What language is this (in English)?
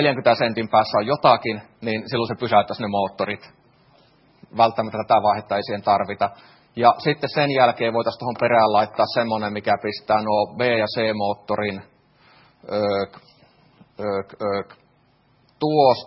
Finnish